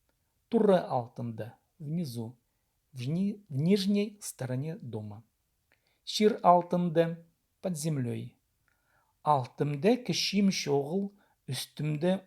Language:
Khakas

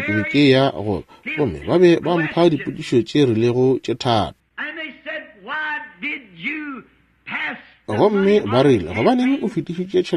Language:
Northern Sotho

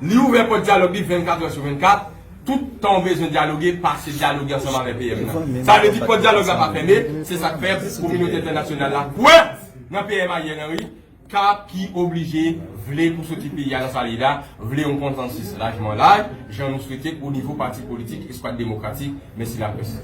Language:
Haitian Creole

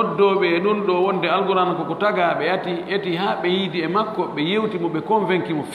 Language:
Fula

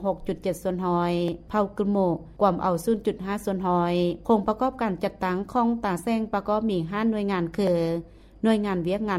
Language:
Lao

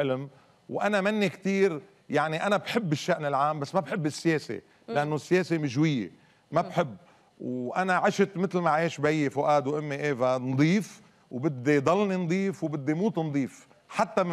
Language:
North Levantine Arabic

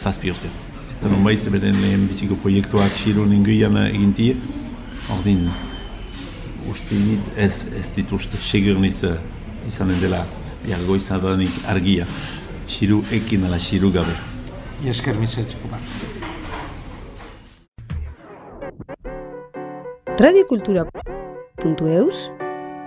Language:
Basque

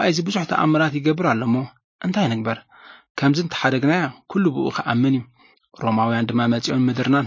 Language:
Tigrinya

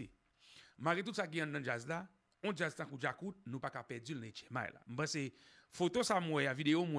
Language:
Haitian Creole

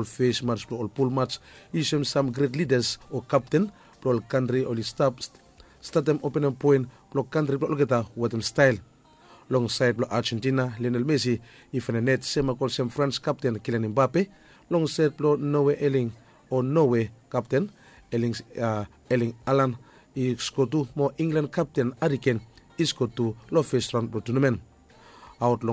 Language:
Bislama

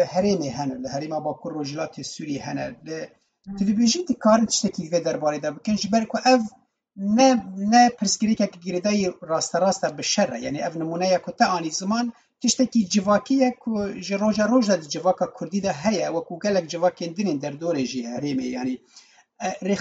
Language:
Kurdish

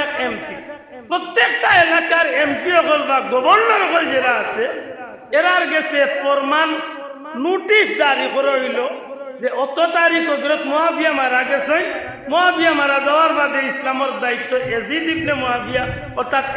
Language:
Sylheti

